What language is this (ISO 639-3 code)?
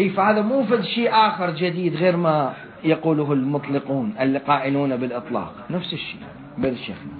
acm